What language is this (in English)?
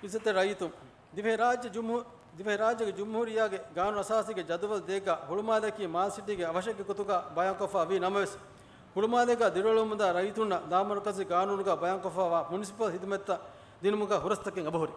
Divehi